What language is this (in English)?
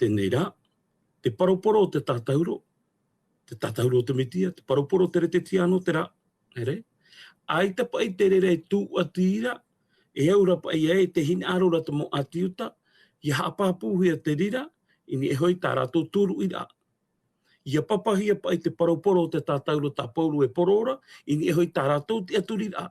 Tahitian